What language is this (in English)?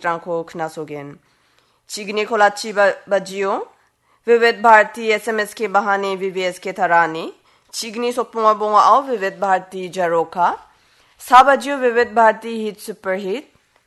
Garo